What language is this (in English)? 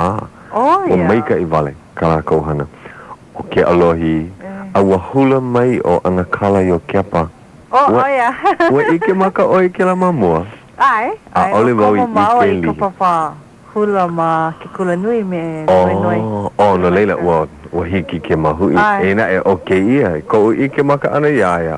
Hawaiian